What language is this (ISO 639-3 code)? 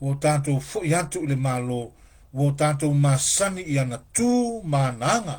smo